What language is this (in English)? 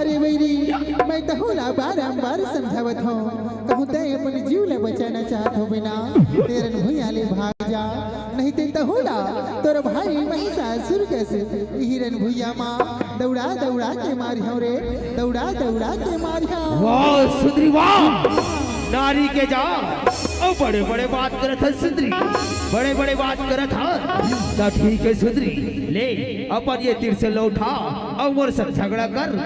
Chhattisgarhi